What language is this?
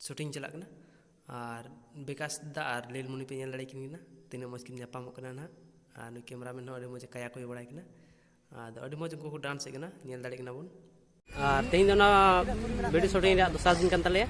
Santali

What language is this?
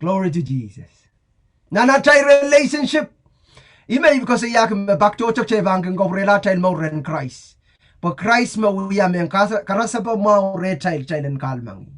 Pohnpeian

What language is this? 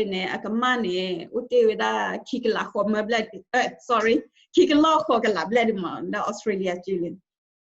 S'gaw Karen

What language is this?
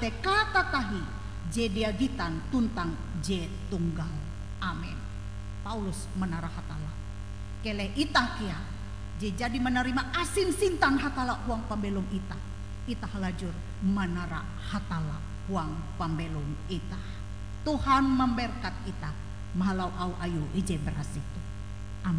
Ngaju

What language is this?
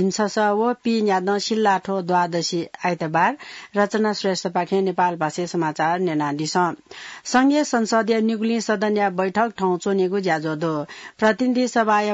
Newari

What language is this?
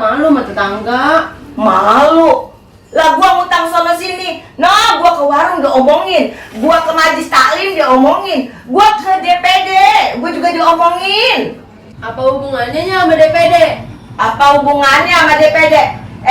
Betawi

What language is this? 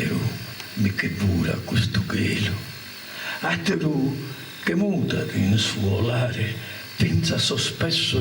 Sardinian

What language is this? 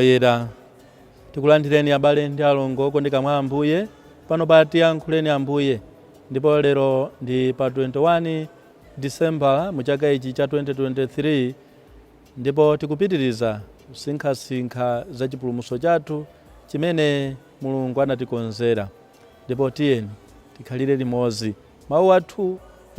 Nyanja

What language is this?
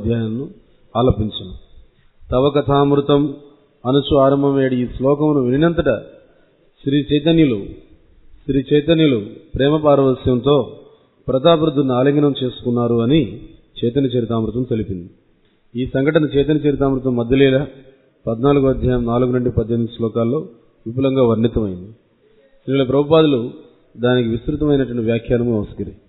Telugu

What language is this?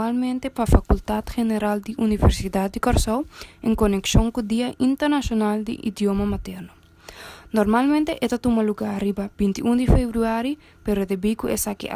Papiamento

